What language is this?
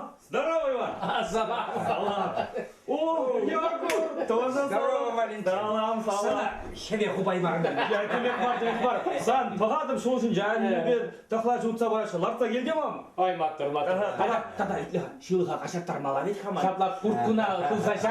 Chuvash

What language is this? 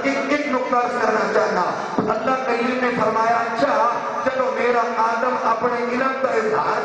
Urdu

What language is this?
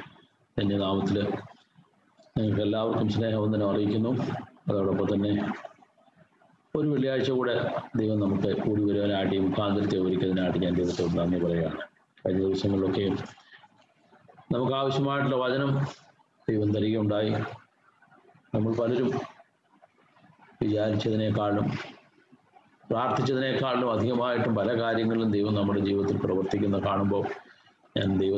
Malayalam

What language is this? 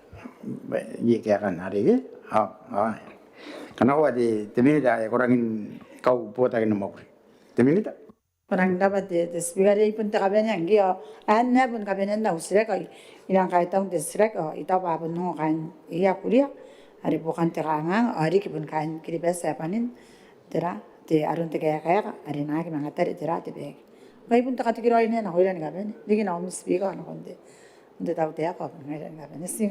Gilbertese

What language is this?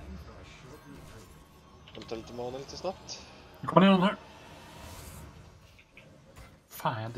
Swedish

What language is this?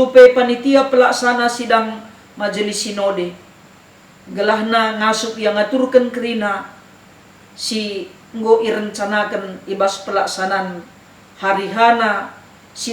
Batak Karo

